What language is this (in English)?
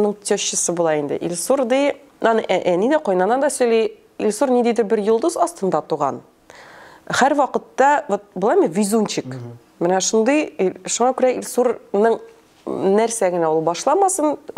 Tatar